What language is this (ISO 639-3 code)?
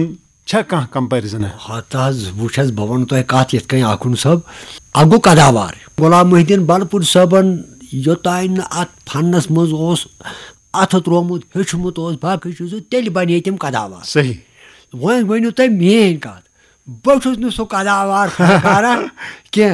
kas